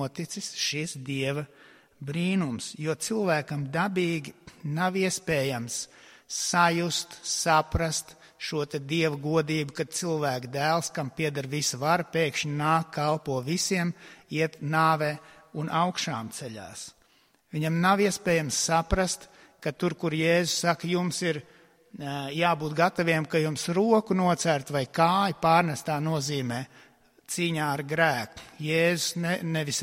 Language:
Latvian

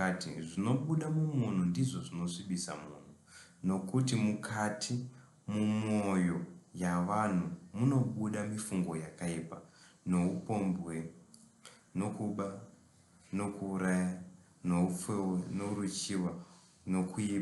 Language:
Shona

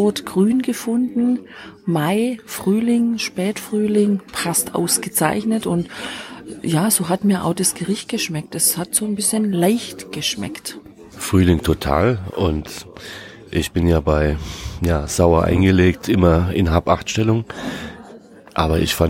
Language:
German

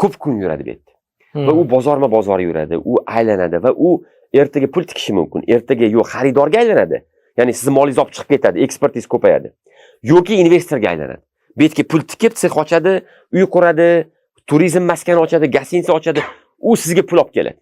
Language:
Uzbek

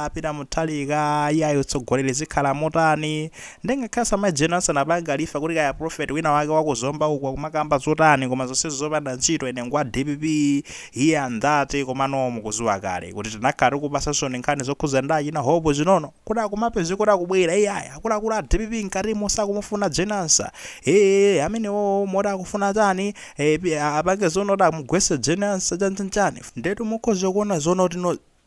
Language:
Nyanja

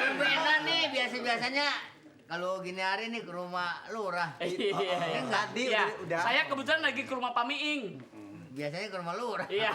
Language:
Betawi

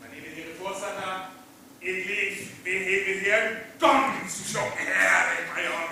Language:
Northern Frisian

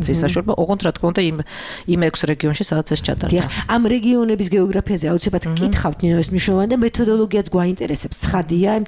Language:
Georgian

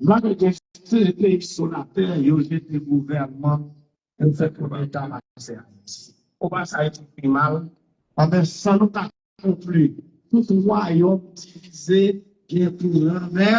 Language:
Haitian Creole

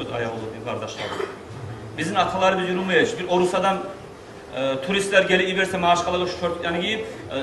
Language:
Kumyk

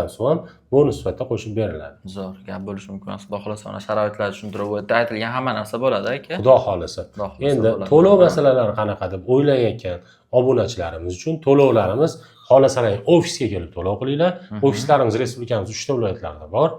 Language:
Uzbek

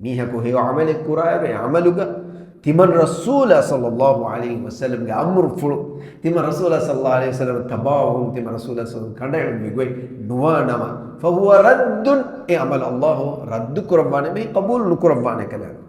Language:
Divehi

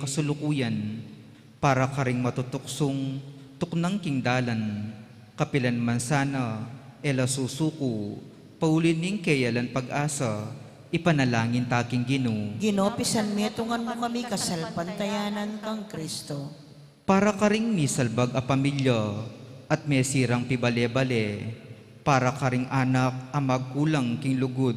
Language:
Pampanga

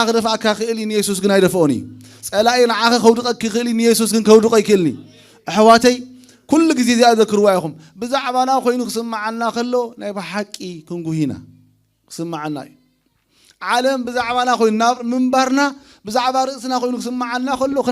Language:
Tigrinya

